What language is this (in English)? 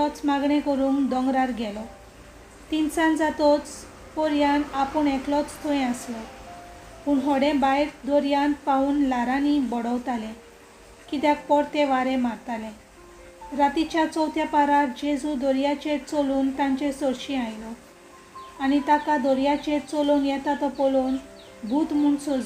Konkani